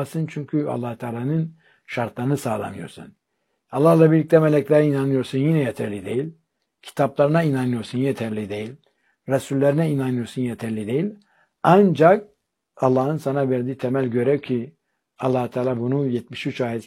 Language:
Turkish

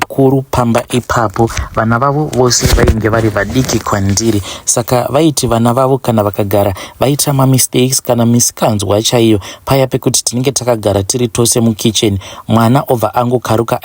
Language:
Shona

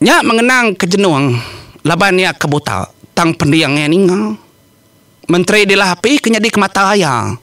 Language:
Iban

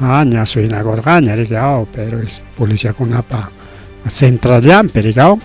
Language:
Ayacucho Quechua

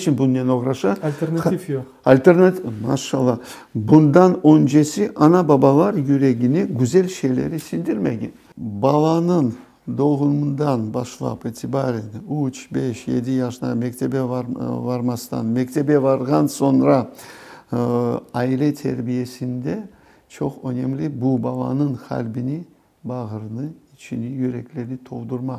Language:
Crimean Tatar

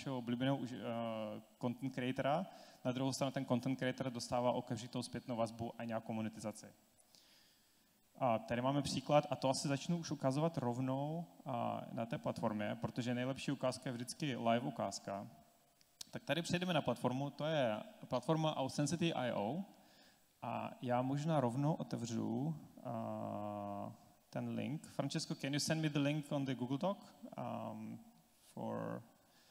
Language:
Czech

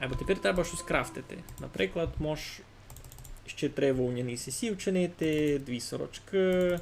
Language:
Rusyn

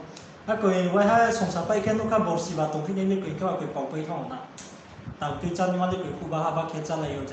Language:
Riang (India)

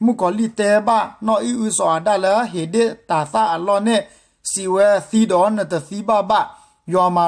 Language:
S'gaw Karen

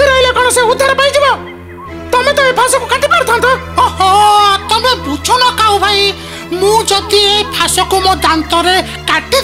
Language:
Odia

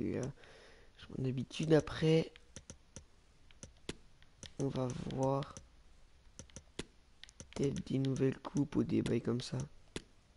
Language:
French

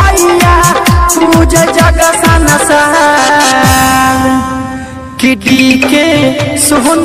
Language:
Maithili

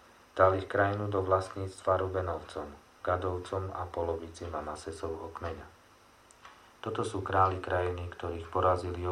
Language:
Slovak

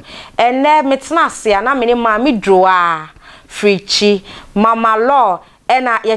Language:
Akan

